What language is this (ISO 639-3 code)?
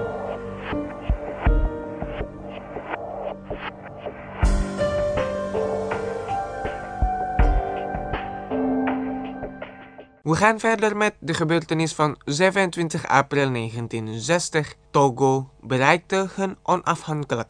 nld